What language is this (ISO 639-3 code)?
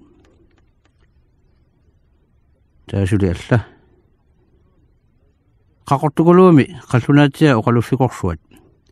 kal